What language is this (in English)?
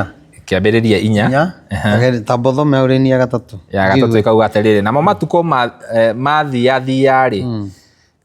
Kikuyu